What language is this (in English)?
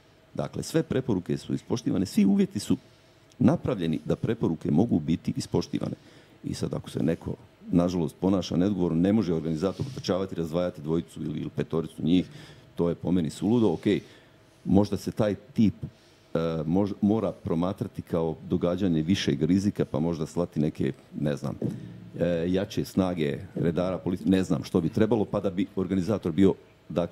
Croatian